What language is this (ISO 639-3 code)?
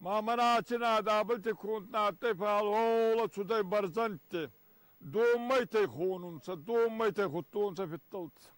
oss